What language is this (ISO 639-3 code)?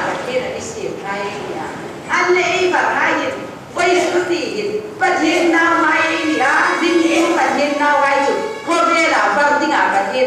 hmr